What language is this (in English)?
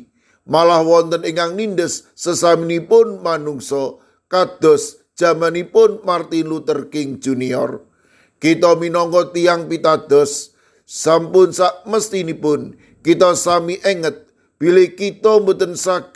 Javanese